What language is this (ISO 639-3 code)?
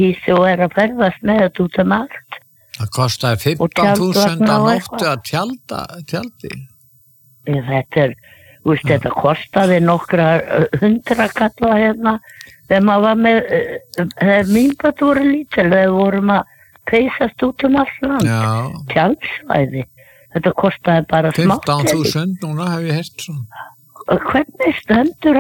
isl